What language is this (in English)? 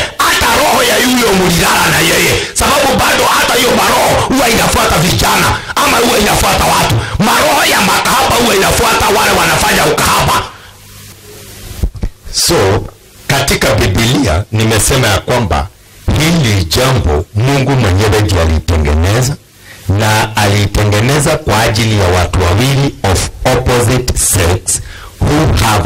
Swahili